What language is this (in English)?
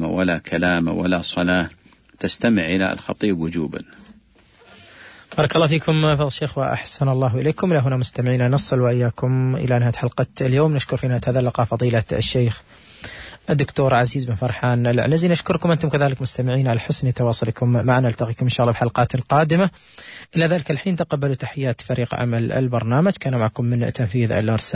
Arabic